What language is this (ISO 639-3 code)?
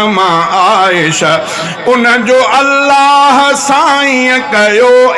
snd